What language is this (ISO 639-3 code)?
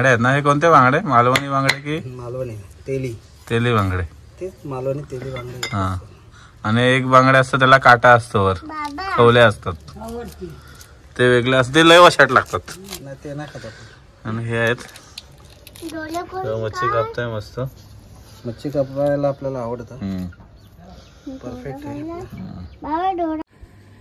mar